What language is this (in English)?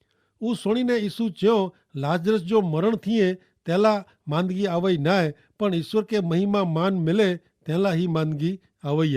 Kachhi